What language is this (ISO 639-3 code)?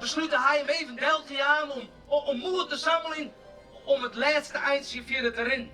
fry